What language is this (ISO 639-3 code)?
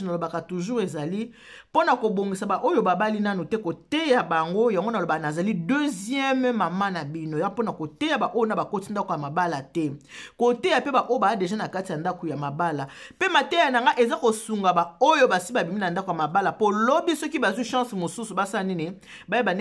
lin